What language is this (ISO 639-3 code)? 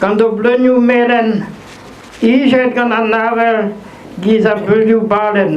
bre